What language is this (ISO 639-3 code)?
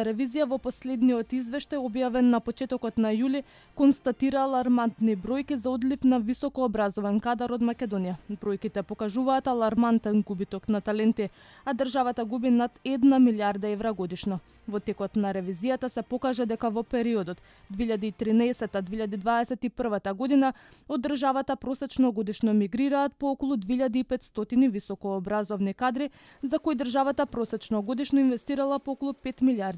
mkd